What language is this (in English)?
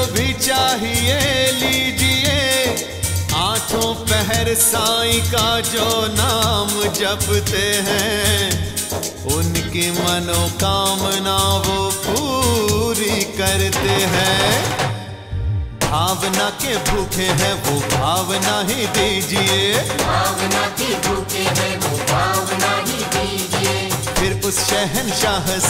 Hindi